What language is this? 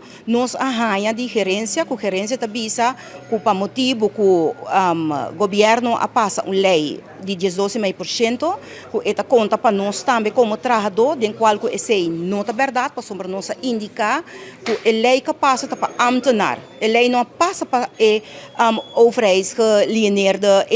Papiamento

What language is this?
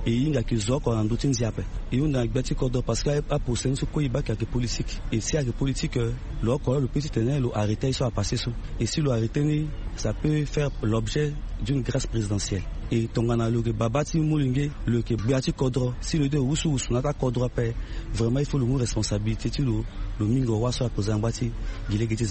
Sango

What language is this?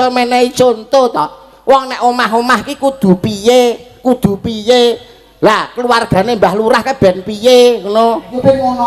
Javanese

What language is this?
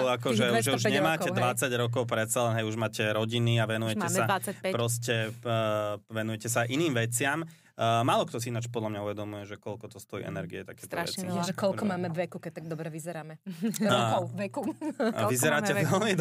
Slovak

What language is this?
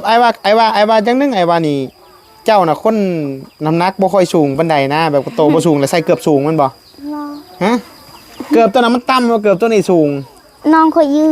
Northeastern Thai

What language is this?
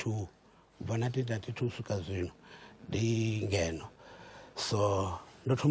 Venda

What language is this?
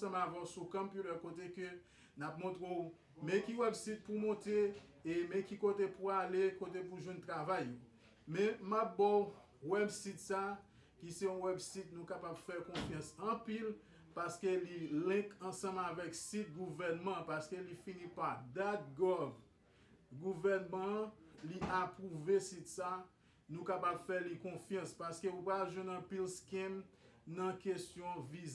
Haitian Creole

